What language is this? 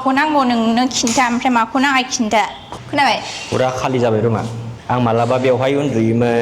Bodo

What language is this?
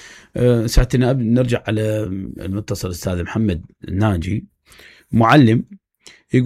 Mesopotamian Arabic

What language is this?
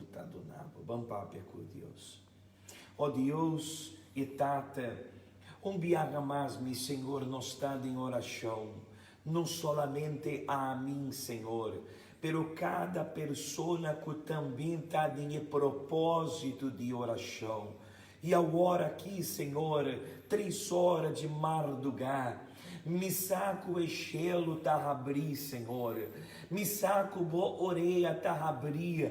Papiamento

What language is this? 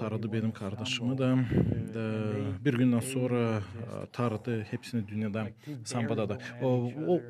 Gagauz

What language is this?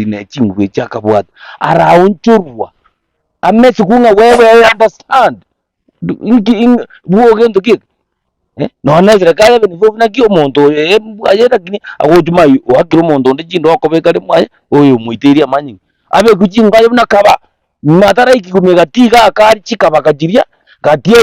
Gusii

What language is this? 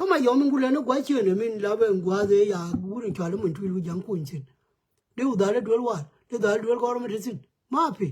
Nuer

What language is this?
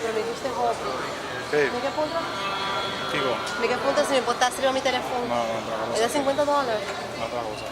Papiamento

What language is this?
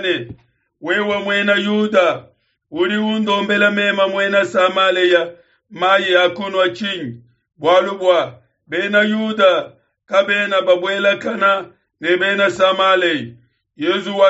Luba-Lulua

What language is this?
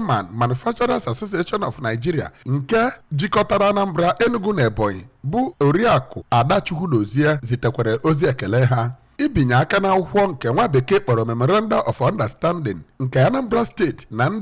Igbo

